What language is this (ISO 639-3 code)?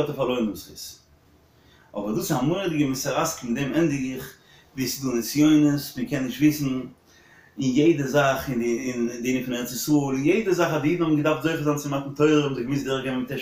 yid